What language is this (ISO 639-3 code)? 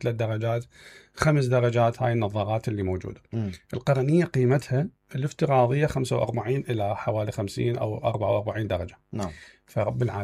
acm